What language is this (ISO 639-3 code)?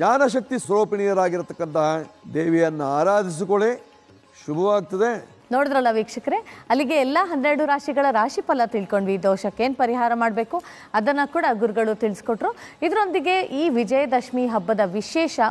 kan